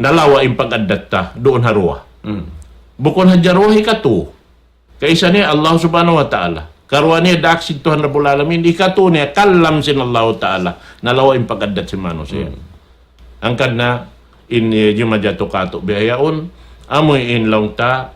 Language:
Tausug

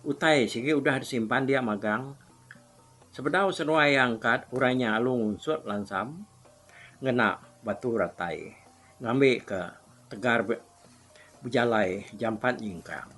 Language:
Iban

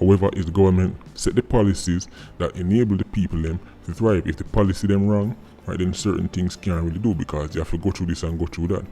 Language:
Jamaican Creole English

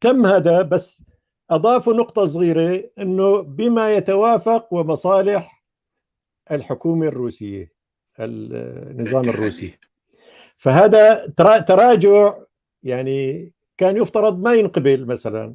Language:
North Levantine Arabic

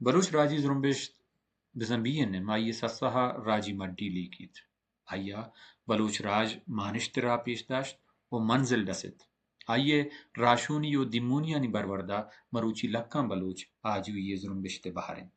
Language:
Baluchi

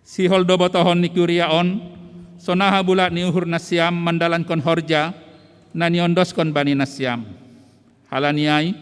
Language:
Batak Simalungun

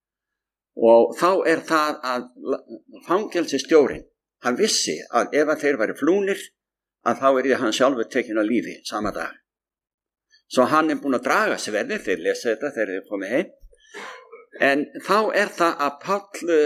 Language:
Icelandic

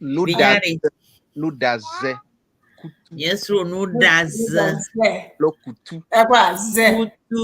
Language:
Ewe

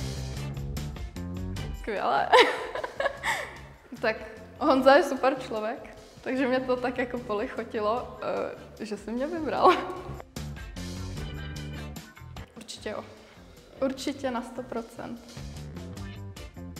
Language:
Czech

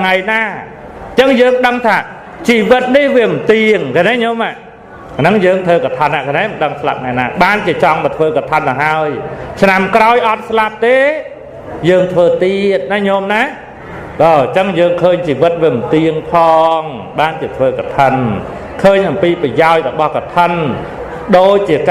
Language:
Khmer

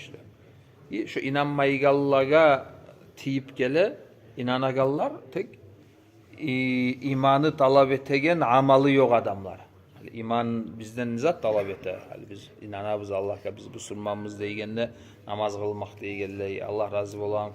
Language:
Kumyk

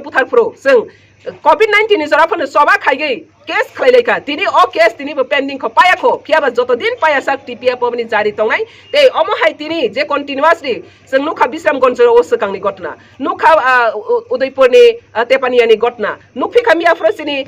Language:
Kok Borok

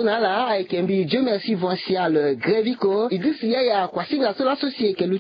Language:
Sango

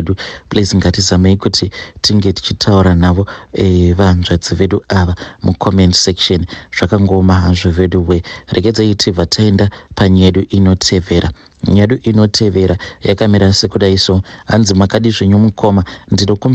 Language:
Shona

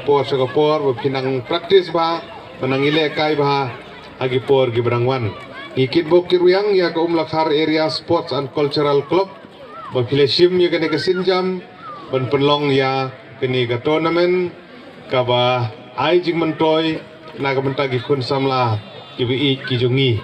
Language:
Khasi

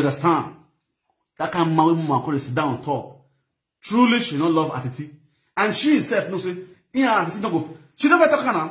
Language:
Nigerian Pidgin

